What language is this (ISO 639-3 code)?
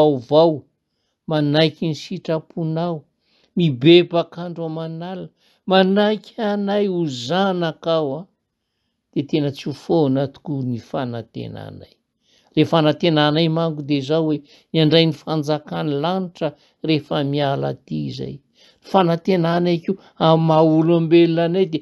mlg